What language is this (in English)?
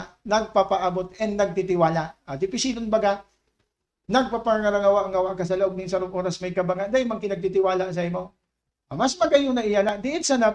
Bikol